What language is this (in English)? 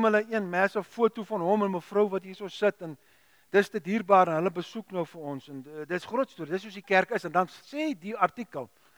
Afrikaans